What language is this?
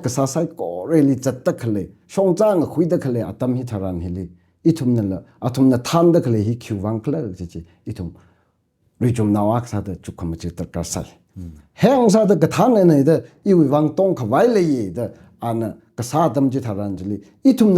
Tangkhul Naga (India)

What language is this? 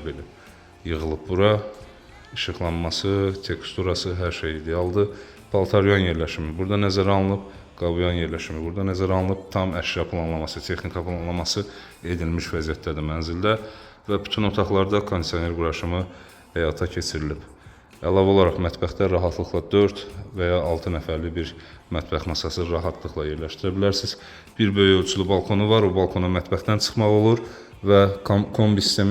Azerbaijani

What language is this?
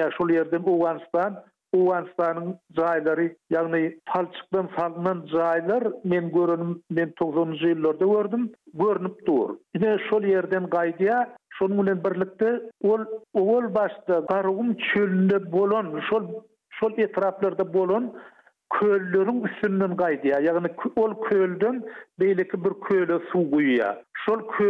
Turkmen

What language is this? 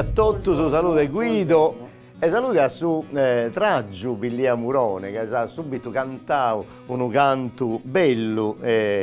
Sardinian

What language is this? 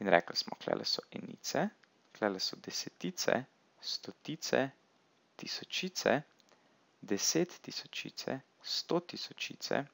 Slovenian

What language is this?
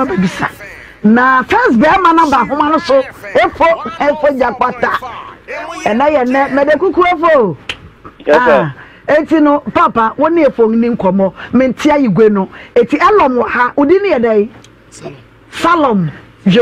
Akan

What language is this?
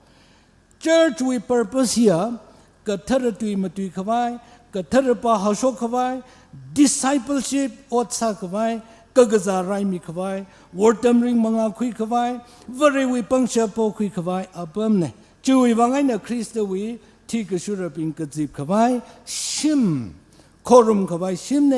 Tangkhul Naga (India)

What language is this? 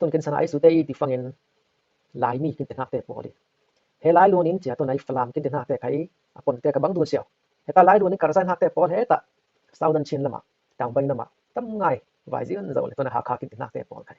Falam Chin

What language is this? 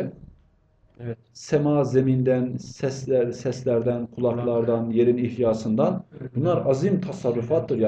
Turkish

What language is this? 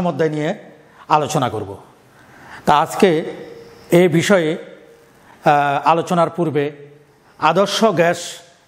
Bangla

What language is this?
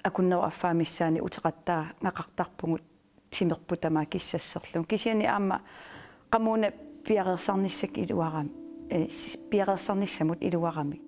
Kalaallisut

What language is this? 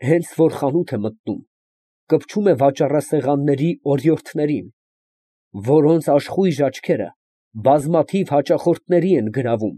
Armenian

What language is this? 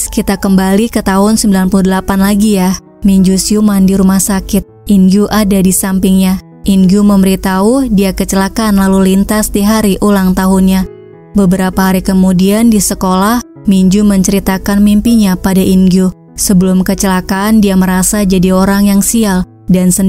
Indonesian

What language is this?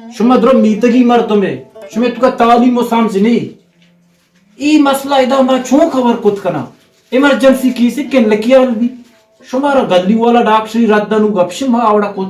Baluchi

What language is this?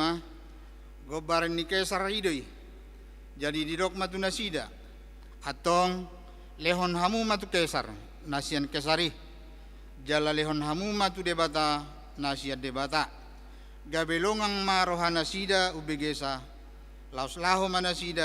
Batak Toba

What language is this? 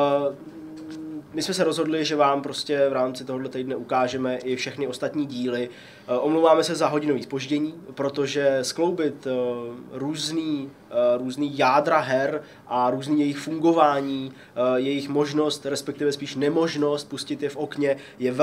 Czech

